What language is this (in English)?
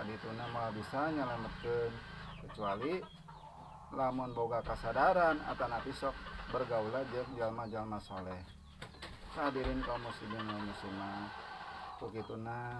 Sundanese